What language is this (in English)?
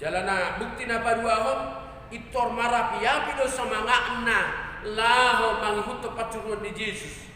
Batak Toba